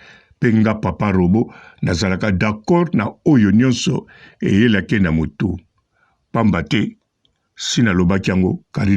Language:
Lingala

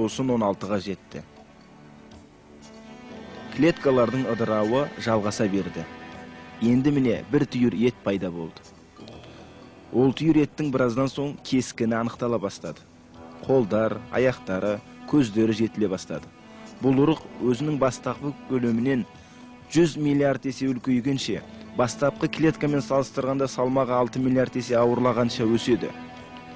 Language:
Kazakh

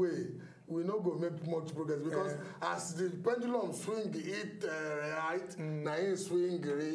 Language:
Nigerian Pidgin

